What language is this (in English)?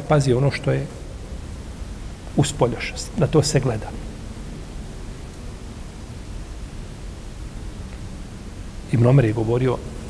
Bosnian